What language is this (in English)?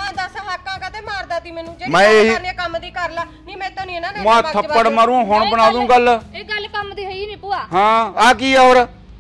Punjabi